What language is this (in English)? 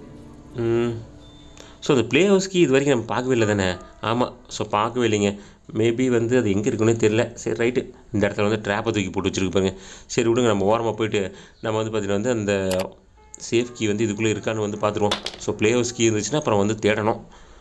Tamil